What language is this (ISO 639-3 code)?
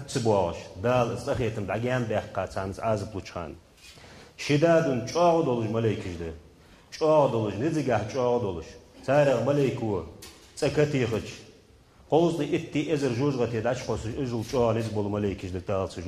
inh